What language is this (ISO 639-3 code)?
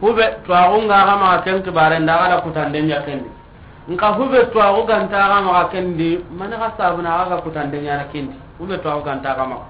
snk